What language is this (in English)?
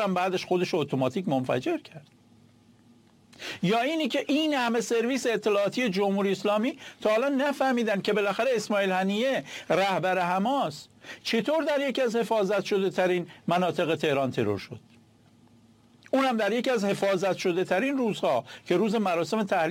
Persian